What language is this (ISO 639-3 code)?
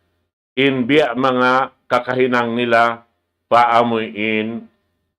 tsg